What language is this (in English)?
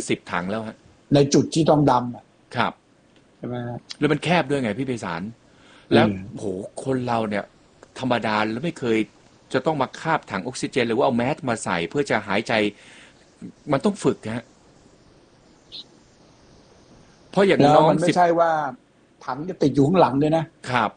Thai